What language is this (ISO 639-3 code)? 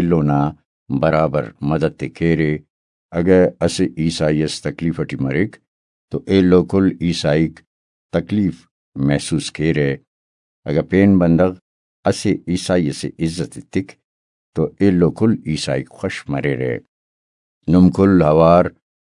brh